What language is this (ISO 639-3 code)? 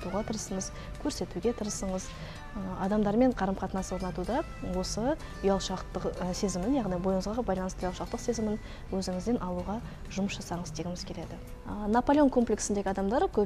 kaz